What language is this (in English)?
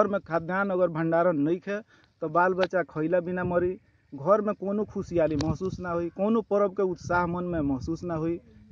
Bhojpuri